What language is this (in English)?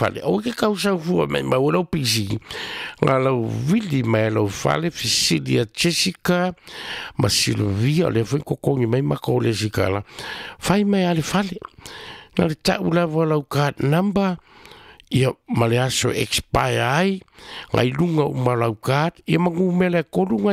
Samoan